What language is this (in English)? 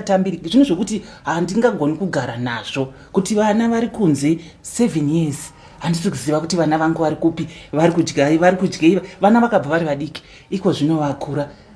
Shona